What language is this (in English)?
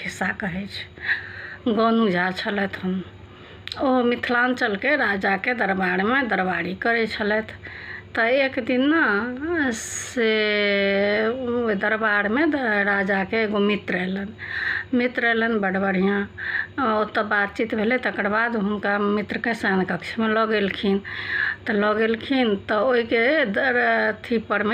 Maithili